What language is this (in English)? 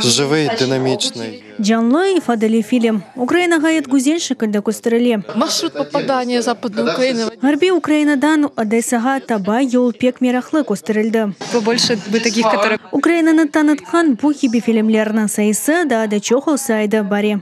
Crimean Tatar